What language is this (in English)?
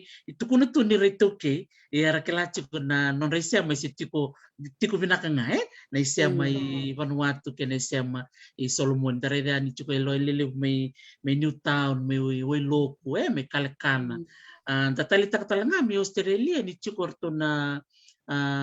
Fijian